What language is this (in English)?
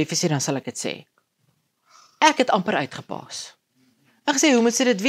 Afrikaans